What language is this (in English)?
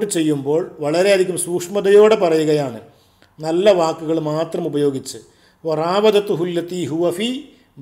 Malayalam